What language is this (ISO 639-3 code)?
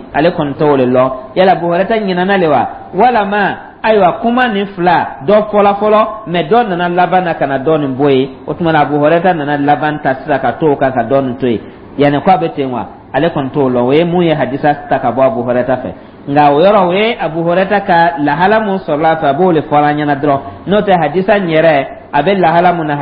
dyu